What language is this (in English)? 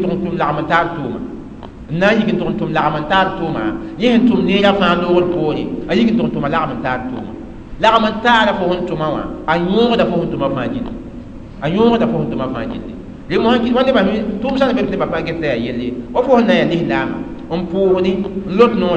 Mossi